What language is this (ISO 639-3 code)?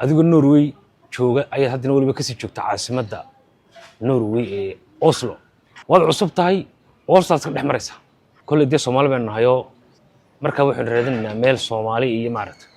som